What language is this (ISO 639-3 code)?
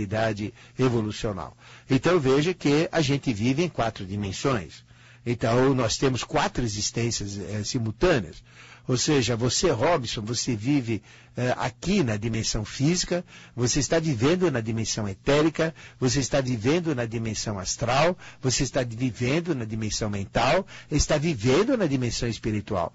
por